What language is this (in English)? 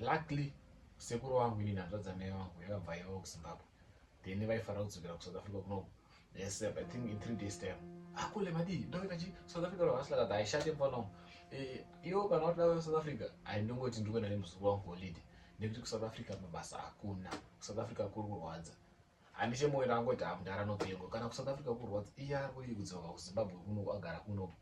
Shona